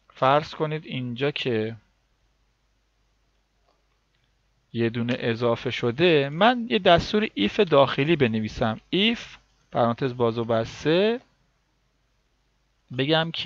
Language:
Persian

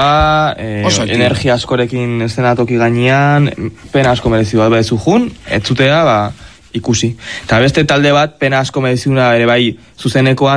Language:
Basque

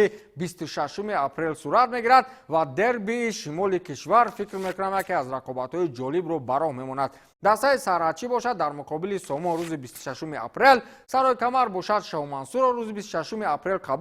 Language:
Tajik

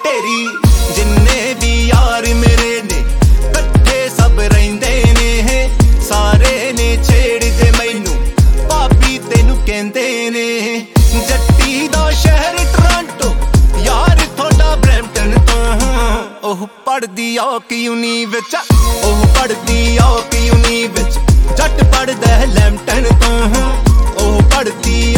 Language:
Punjabi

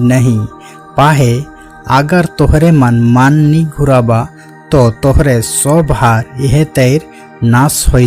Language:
Sadri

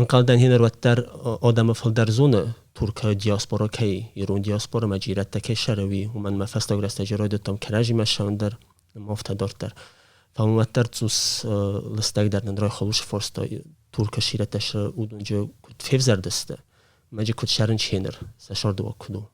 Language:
Ossetic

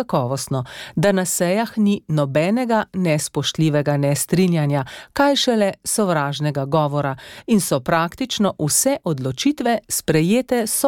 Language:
Slovenian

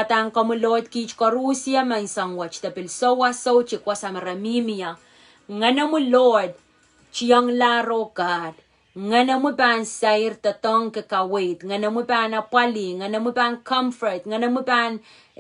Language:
Pohnpeian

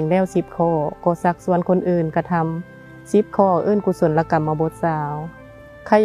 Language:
Northeastern Thai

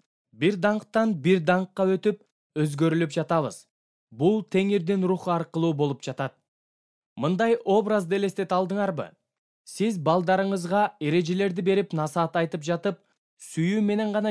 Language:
Kyrgyz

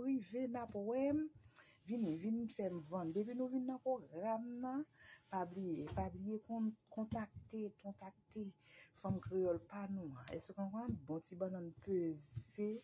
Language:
Haitian Creole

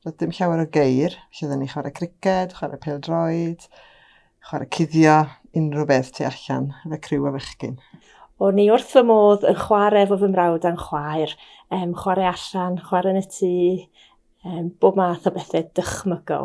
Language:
Welsh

